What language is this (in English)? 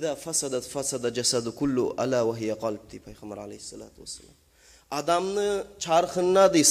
Kumyk